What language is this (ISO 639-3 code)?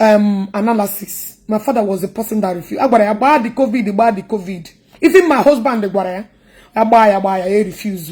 ibo